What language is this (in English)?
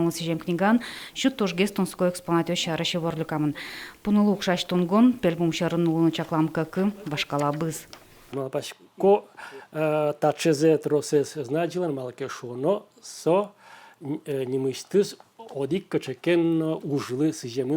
Udmurt